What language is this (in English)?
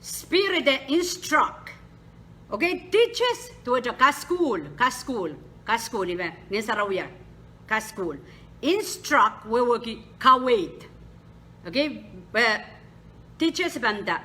Pohnpeian